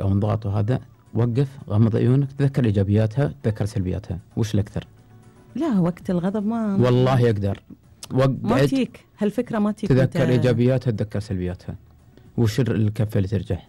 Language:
Gulf Arabic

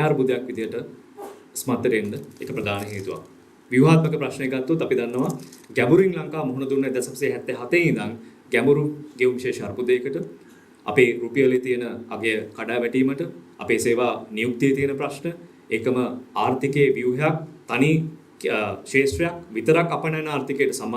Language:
Sinhala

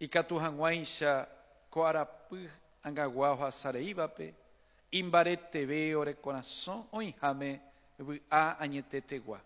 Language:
Guarani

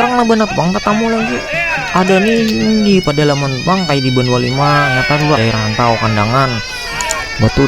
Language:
Banjar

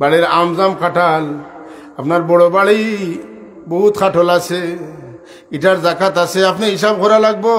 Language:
Sylheti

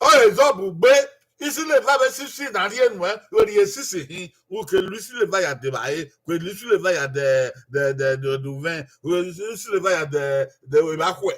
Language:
Bini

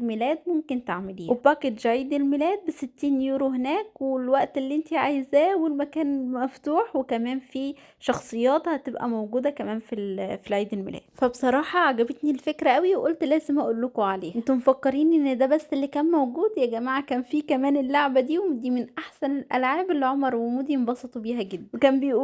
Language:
Egyptian Arabic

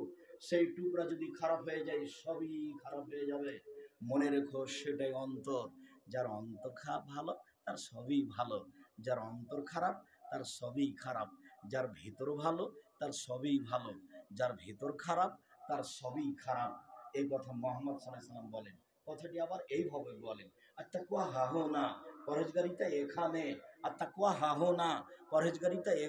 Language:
Bangla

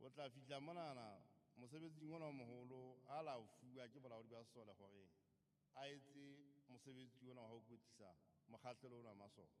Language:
Southern Sotho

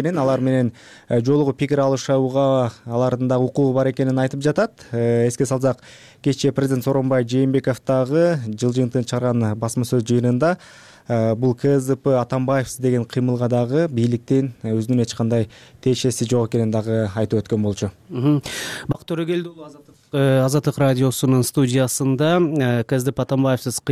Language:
Kyrgyz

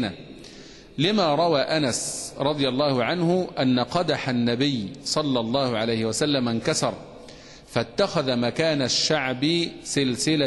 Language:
Arabic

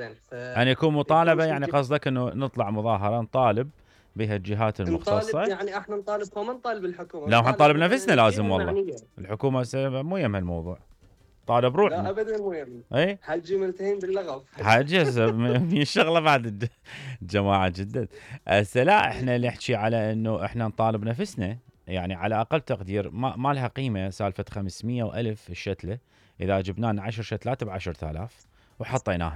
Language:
Mesopotamian Arabic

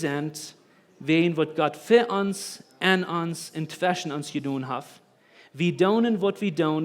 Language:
Plautdietsch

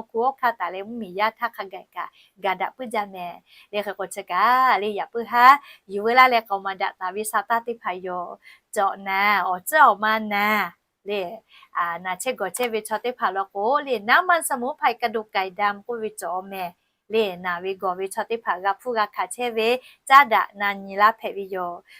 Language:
Lahu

